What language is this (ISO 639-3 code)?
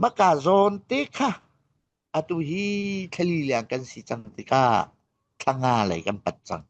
cfm